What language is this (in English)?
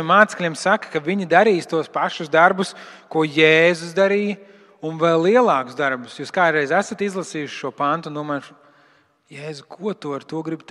Latvian